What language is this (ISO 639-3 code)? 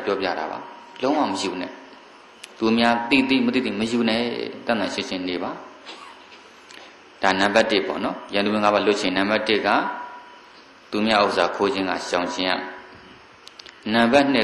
mya